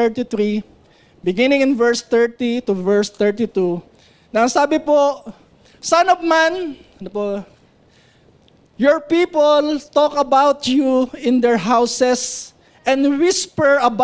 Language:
Filipino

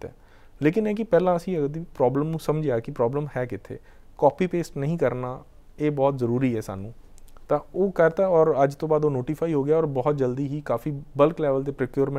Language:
Punjabi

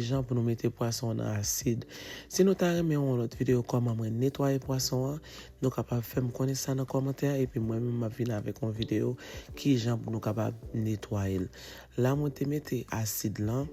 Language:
Haitian Creole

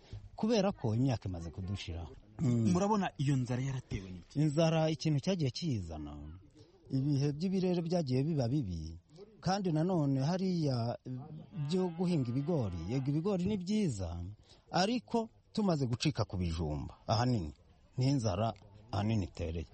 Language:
Kinyarwanda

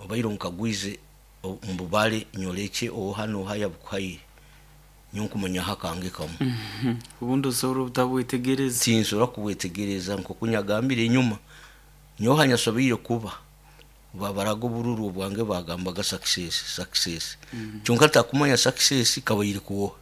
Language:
Nyoro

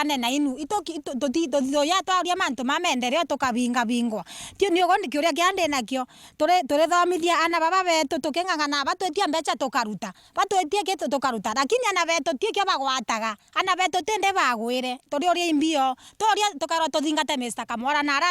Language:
Meru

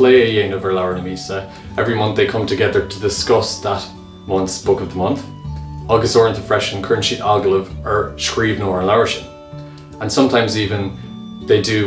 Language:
Irish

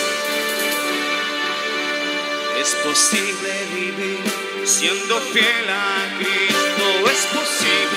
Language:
Spanish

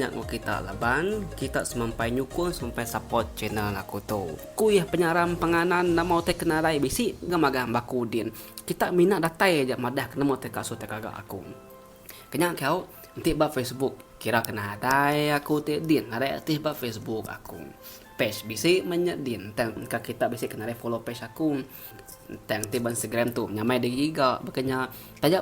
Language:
Iban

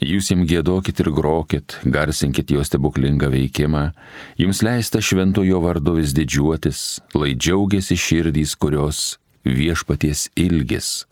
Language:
Lithuanian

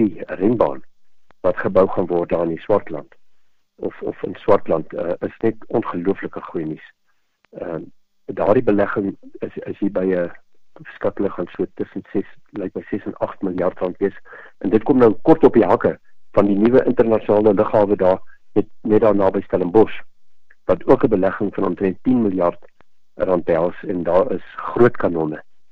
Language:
Afrikaans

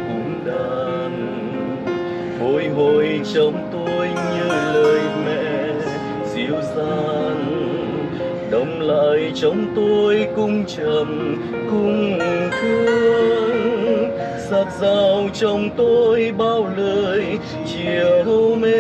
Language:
Vietnamese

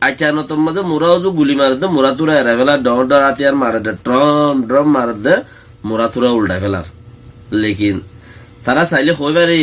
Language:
Rohingya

